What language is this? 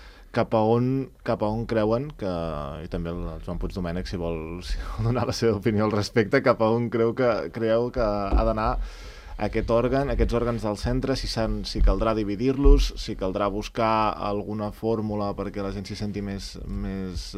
Catalan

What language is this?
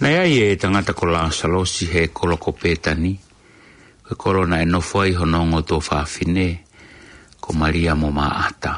Tongan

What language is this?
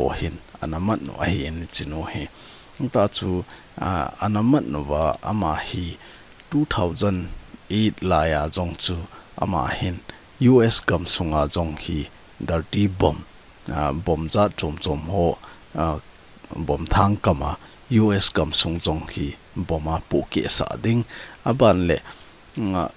Thado Chin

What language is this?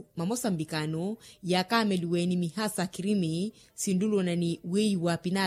Makhuwa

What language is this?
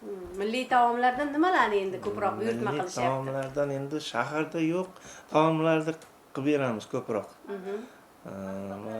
Uzbek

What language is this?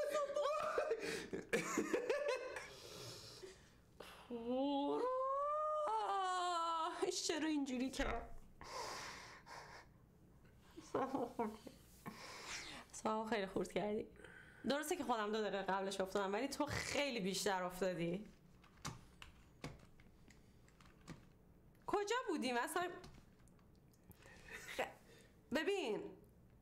Persian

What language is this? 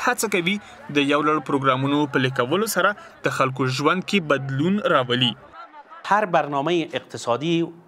Pashto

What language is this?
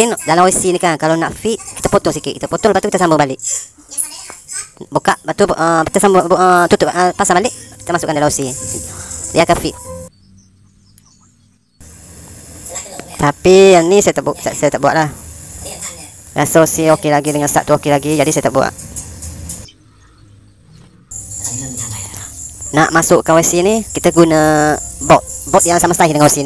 Malay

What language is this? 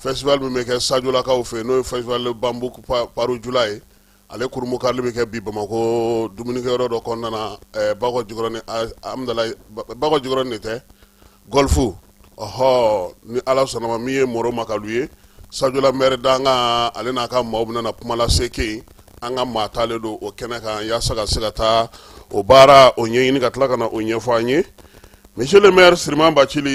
Bambara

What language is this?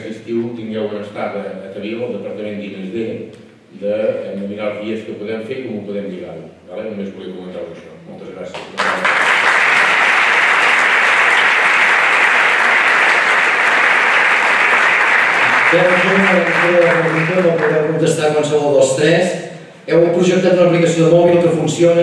Catalan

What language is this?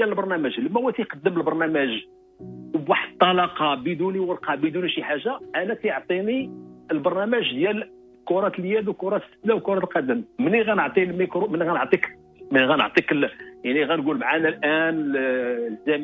Moroccan Arabic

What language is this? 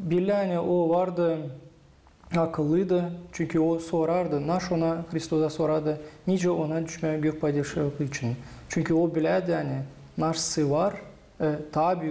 Gagauz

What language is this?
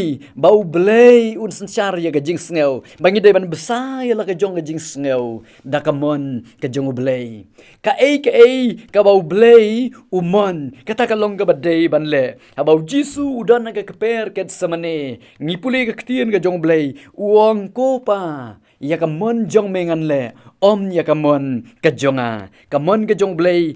Khasi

